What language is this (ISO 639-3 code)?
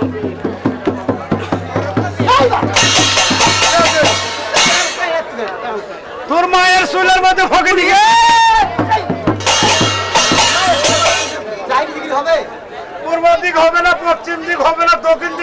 ben